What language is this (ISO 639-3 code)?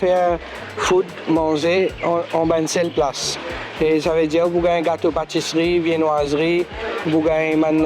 mfe